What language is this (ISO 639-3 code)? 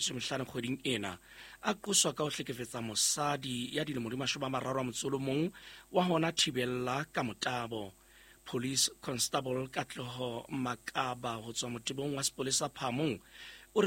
sot